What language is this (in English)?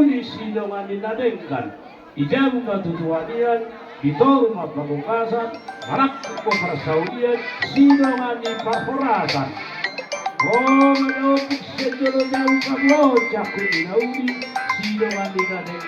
Batak Toba